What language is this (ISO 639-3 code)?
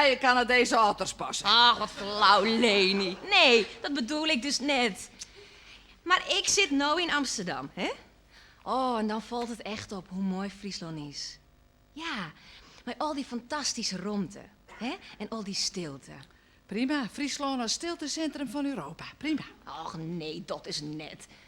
fry